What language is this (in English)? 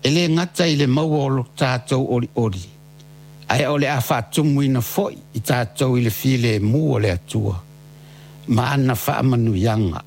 Samoan